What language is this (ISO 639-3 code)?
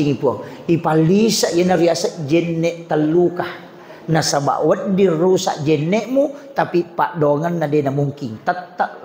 bug